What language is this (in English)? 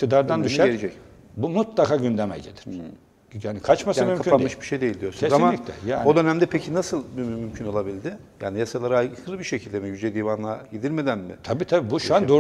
Turkish